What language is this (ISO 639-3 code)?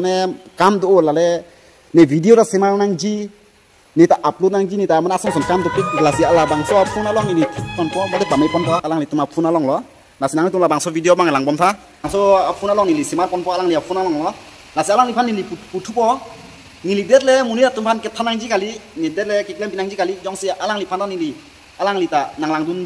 mjw